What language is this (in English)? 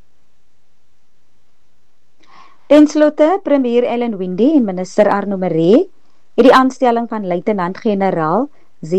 Afrikaans